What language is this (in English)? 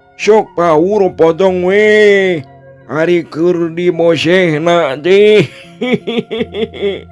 Sundanese